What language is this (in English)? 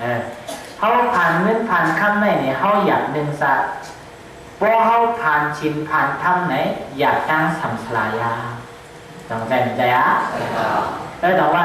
Shan